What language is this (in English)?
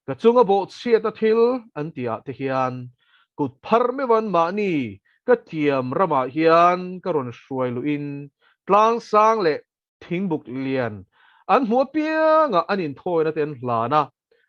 Mizo